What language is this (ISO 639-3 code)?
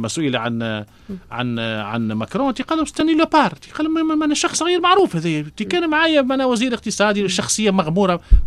aeb